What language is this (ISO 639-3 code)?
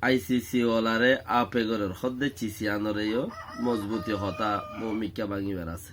rhg